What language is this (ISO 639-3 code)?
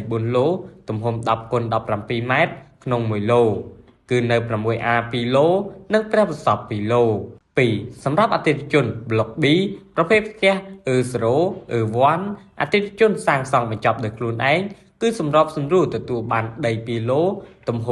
khm